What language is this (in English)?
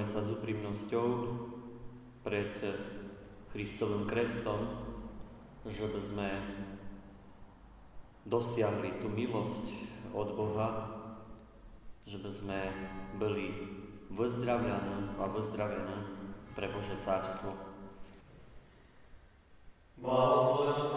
Slovak